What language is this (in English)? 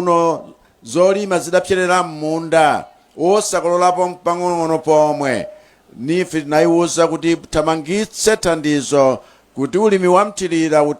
Nyanja